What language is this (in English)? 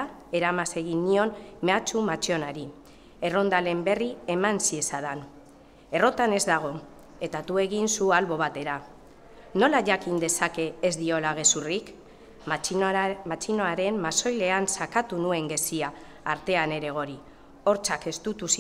Basque